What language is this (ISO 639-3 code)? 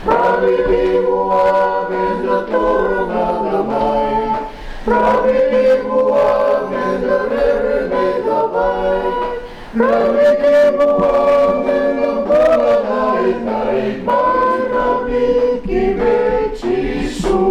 fij